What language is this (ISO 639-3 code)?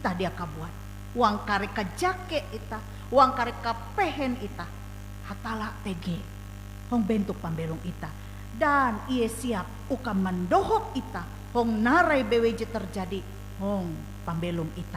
nij